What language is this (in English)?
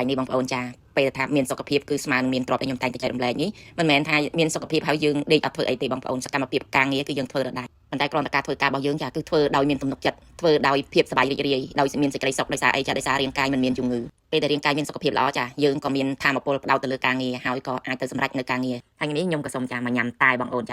Khmer